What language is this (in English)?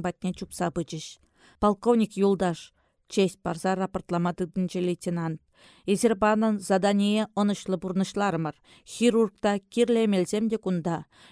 Chuvash